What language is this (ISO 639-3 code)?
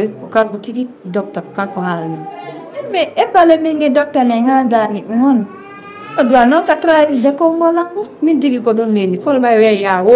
ful